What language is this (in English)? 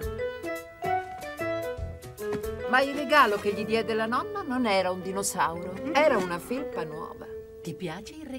Italian